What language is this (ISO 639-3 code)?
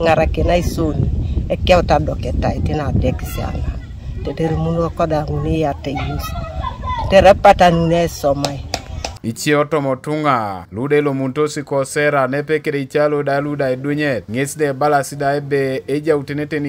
teo